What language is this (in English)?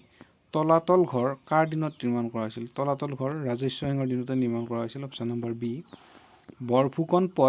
Assamese